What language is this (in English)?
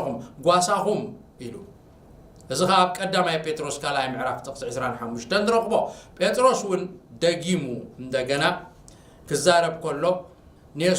Tigrinya